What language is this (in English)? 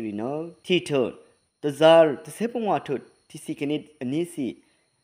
Rawang